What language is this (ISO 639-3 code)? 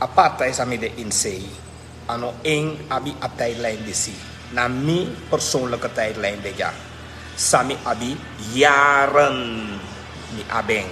srn